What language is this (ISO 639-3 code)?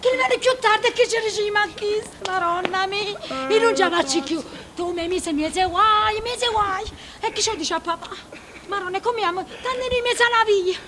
nap